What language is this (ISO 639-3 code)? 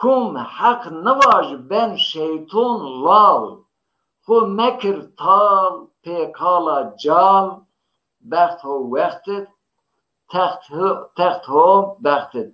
zza